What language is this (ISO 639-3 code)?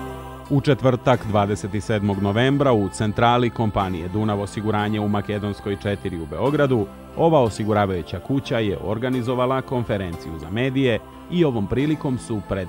srp